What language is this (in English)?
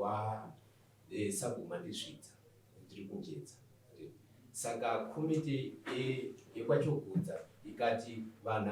Shona